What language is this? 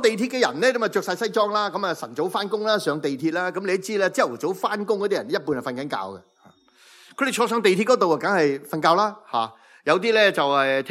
Cantonese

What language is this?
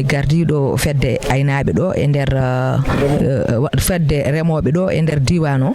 Fula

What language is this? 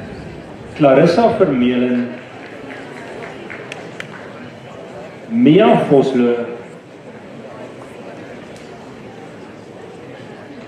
Afrikaans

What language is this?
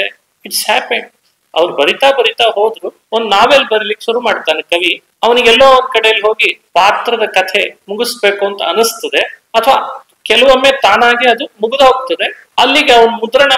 Kannada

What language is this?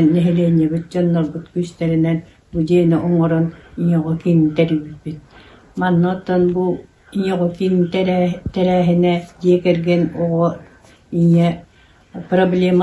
Yakut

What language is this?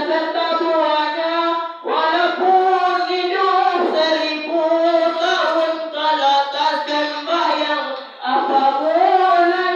Minangkabau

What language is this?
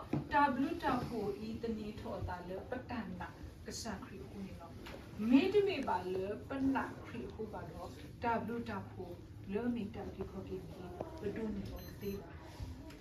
S'gaw Karen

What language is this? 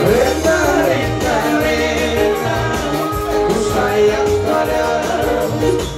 Batak Toba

